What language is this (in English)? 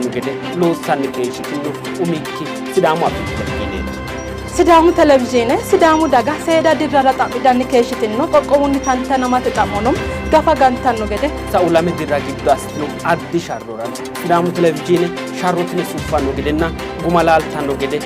Sidamo